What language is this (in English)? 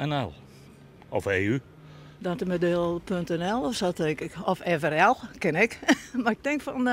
Western Frisian